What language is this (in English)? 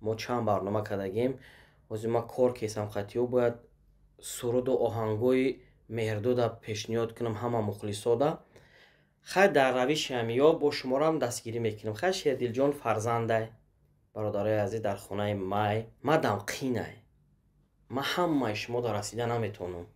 Tajik